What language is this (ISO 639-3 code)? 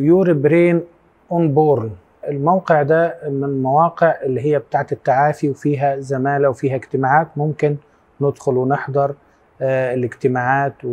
arz